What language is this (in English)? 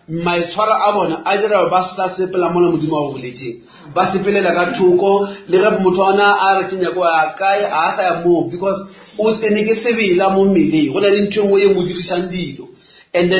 Northern Sotho